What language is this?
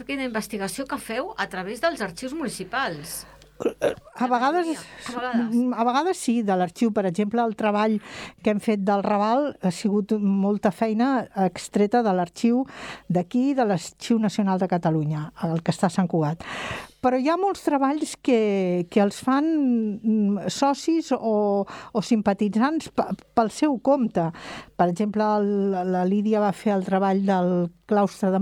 Catalan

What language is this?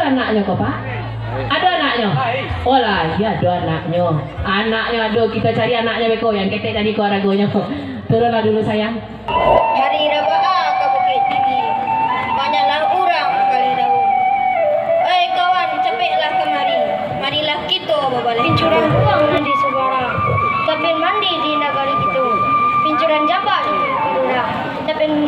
Minangkabau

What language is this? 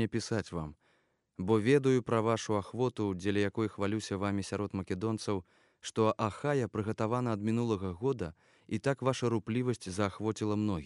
Belarusian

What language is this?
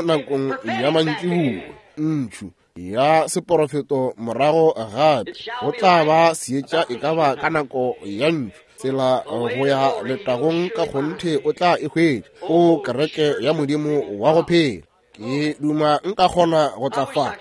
Northern Sotho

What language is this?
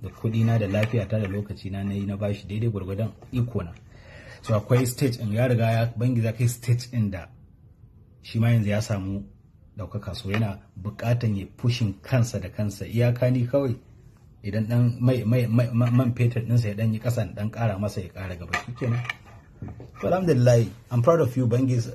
Hausa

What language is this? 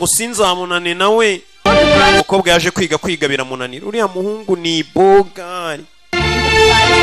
Kinyarwanda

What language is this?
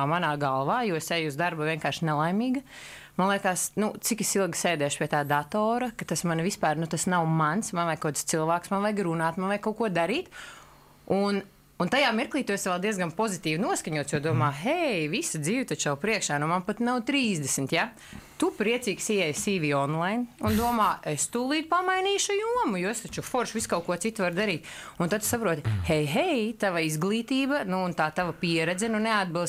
Latvian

